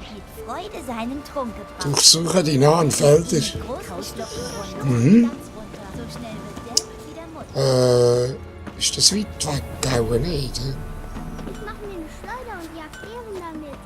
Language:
Swiss German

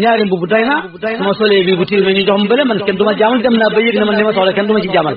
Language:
Wolof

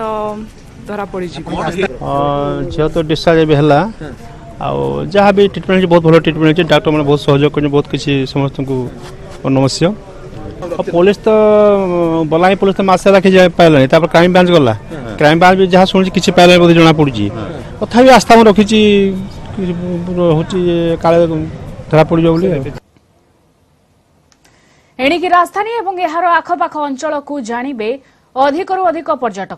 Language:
Odia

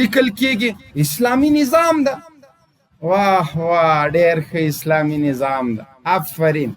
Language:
Pashto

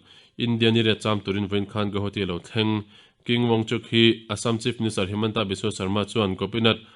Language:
Mizo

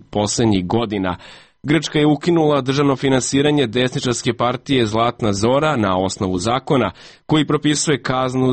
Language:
Serbian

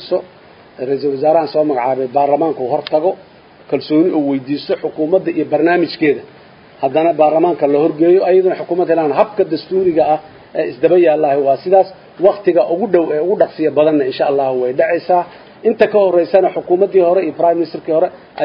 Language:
Somali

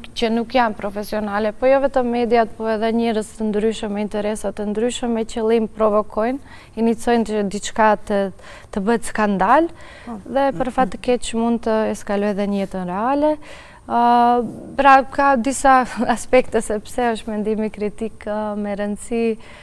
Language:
Albanian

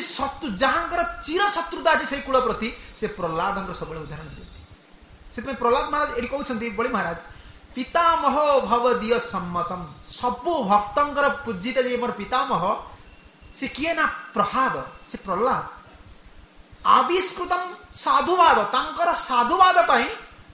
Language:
Odia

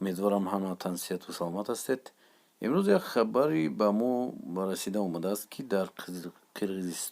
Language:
Tajik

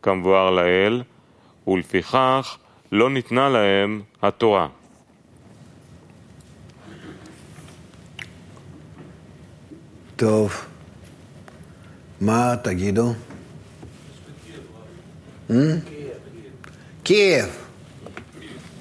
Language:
Hebrew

